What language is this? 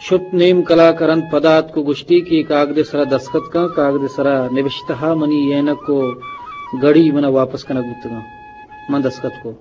Eastern Balochi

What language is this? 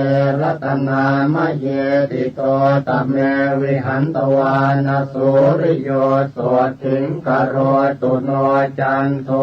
Pali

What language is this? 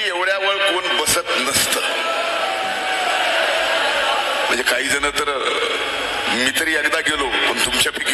Marathi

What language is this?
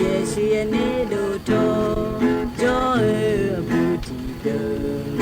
Akha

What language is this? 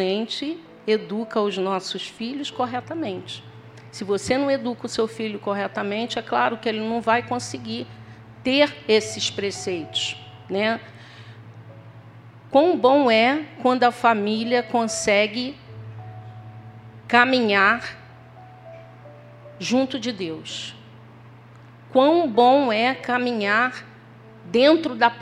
Portuguese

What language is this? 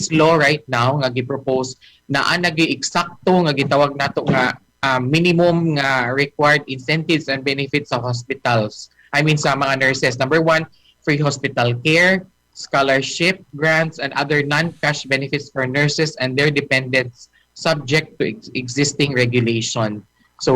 Cebuano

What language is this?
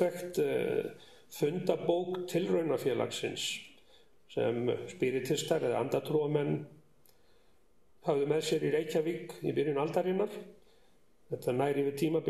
Icelandic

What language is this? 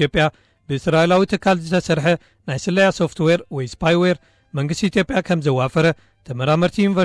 Tigrinya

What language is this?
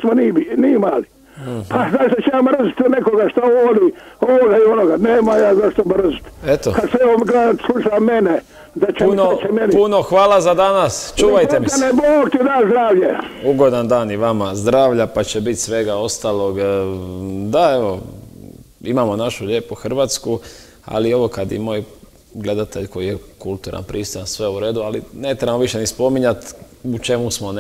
Croatian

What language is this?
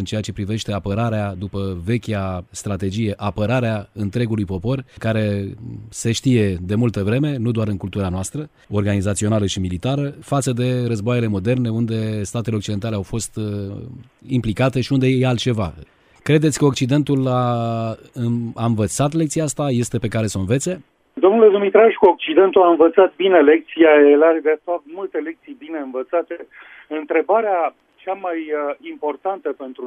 Romanian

